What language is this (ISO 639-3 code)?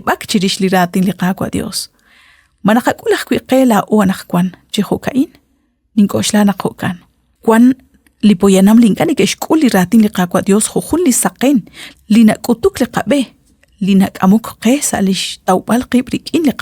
kek